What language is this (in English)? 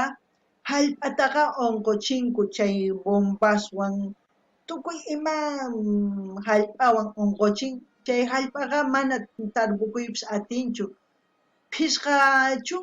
South Bolivian Quechua